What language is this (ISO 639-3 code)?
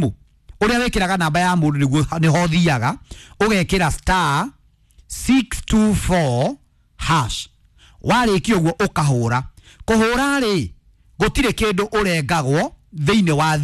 kik